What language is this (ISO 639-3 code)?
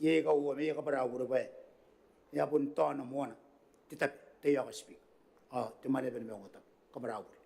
gil